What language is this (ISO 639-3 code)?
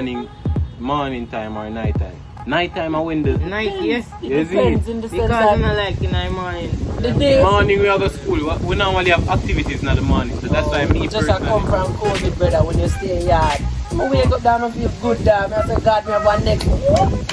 jam